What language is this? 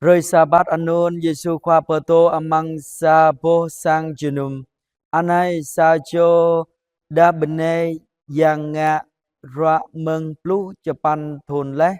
Jarai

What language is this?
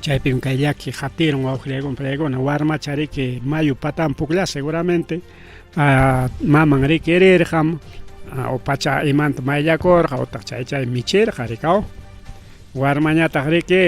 Ayacucho Quechua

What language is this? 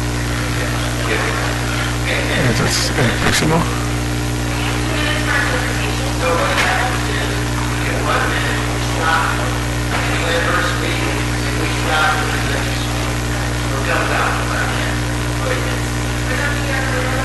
Spanish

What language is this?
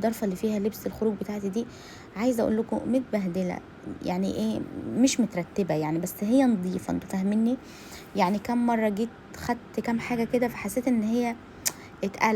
Egyptian Arabic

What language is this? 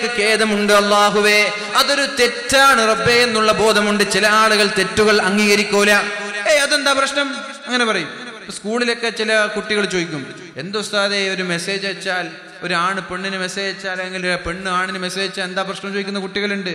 Malayalam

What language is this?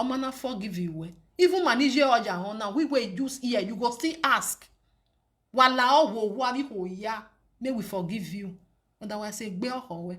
Nigerian Pidgin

